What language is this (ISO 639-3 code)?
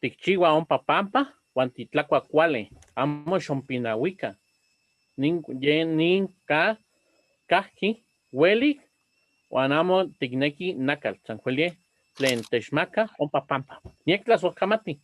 nhe